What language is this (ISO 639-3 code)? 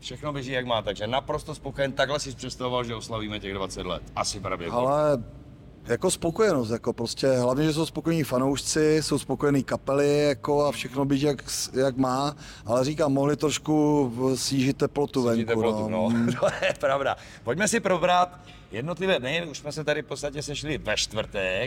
ces